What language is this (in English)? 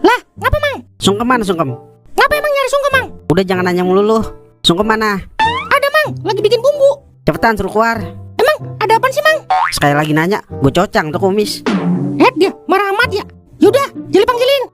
Betawi